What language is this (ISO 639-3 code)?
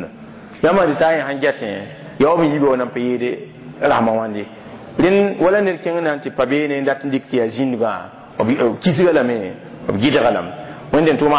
mos